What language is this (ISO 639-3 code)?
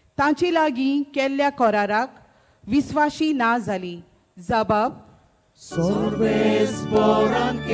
kok